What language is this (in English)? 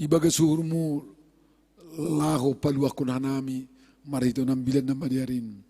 Batak Simalungun